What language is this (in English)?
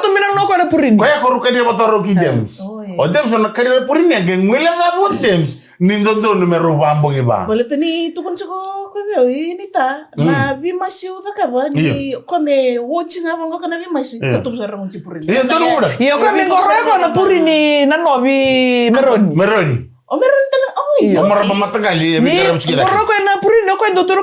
Fijian